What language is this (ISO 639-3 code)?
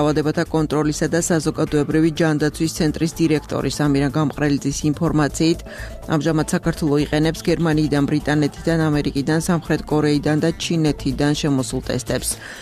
kat